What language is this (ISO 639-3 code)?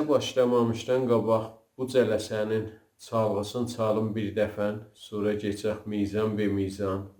azb